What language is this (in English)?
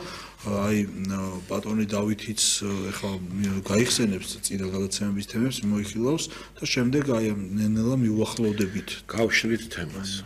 Georgian